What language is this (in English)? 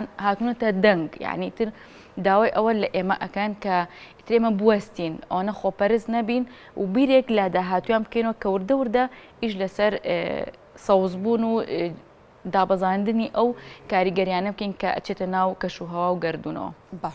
Central Kurdish